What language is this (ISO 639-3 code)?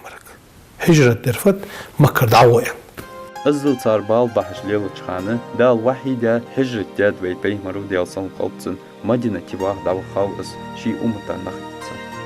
inh